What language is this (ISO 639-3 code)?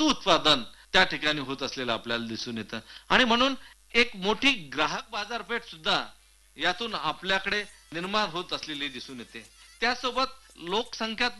mar